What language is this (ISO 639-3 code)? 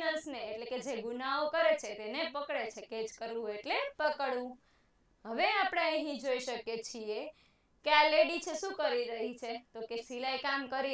guj